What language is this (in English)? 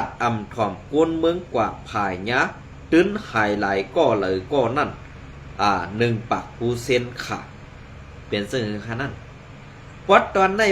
Shan